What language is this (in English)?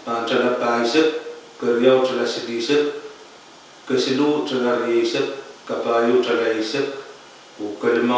Pohnpeian